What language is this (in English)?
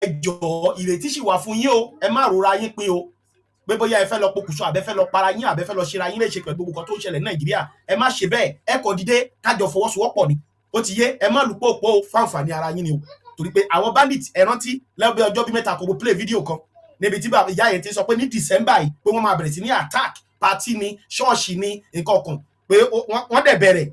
Yoruba